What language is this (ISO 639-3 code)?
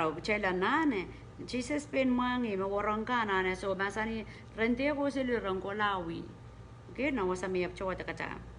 pon